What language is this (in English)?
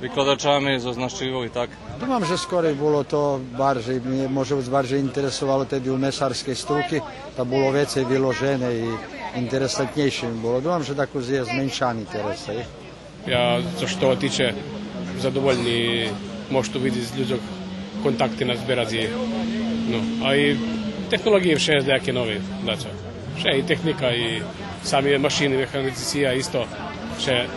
Rusyn